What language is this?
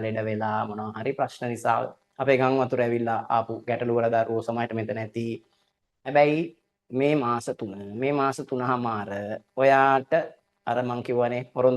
Sinhala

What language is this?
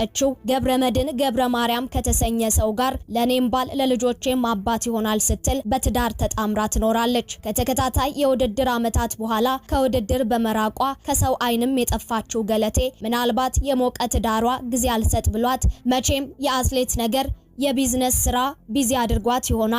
Amharic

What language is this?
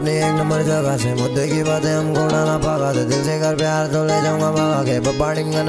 Hindi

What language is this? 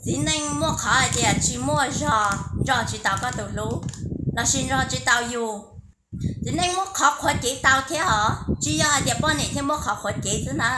Hmong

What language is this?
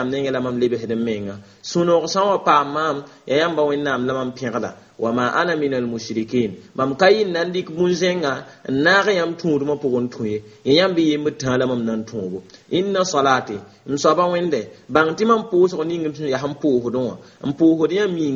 Mossi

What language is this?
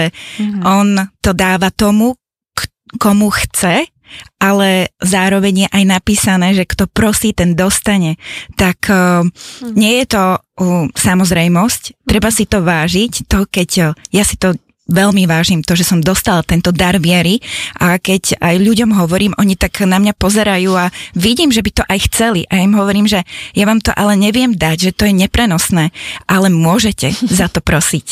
Slovak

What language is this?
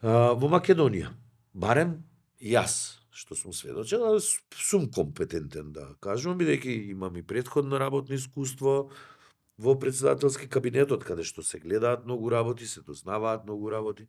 Macedonian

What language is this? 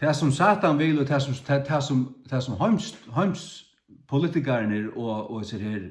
Faroese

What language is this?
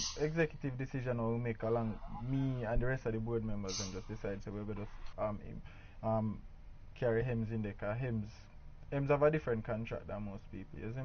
Jamaican Creole English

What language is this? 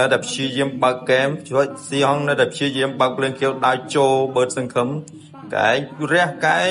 Khmer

